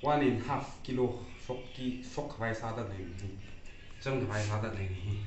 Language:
Tangkhul Naga (India)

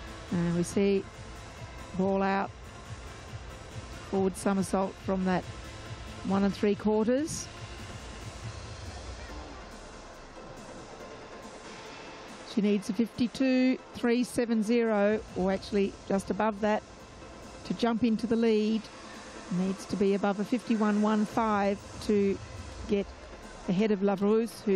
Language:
English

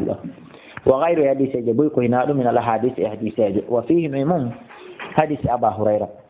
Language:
Fula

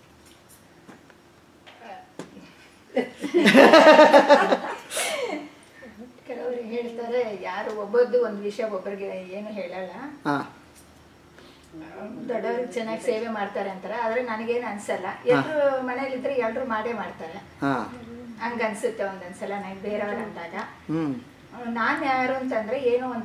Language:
Kannada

